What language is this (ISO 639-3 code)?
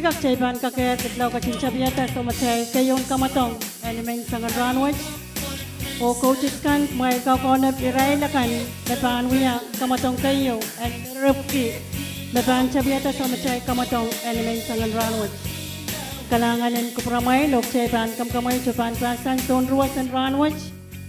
pon